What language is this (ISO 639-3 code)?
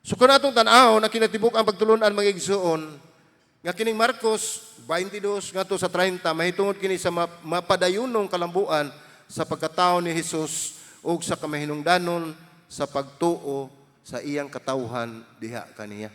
ceb